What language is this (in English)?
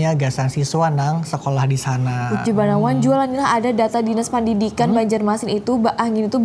Banjar